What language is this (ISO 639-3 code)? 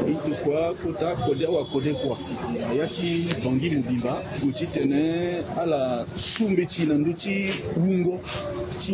sag